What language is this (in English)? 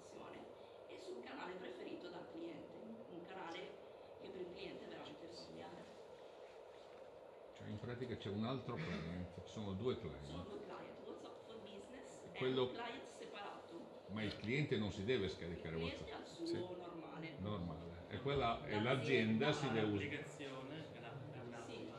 Italian